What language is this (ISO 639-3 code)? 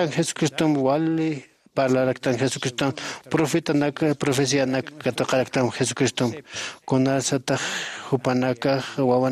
aym